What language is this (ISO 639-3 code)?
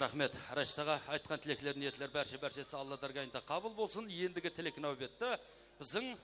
kaa